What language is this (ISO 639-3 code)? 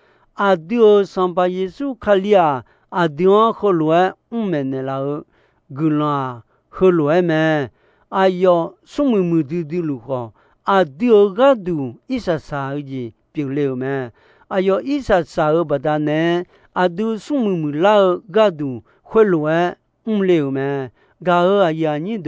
ahk